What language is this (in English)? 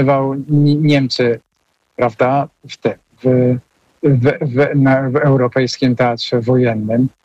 Polish